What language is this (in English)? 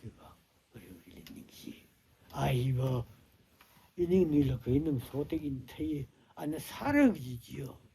Tangkhul Naga (India)